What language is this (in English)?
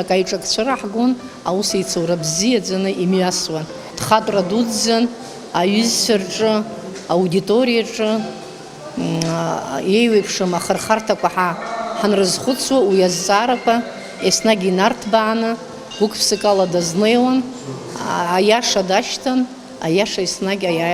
Abkhazian